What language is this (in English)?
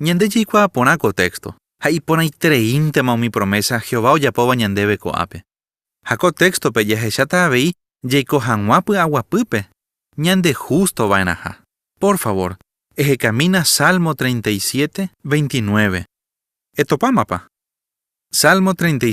Guarani